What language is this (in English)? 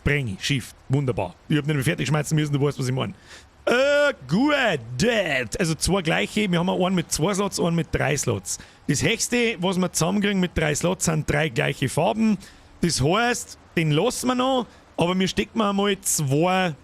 Bavarian